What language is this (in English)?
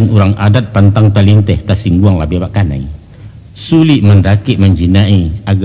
Minangkabau